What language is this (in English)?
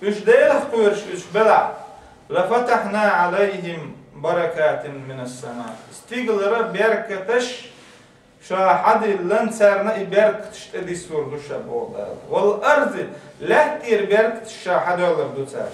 Chechen